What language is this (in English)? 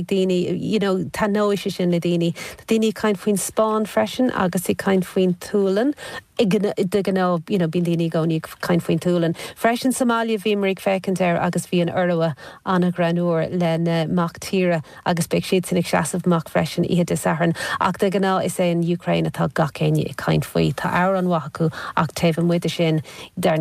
Irish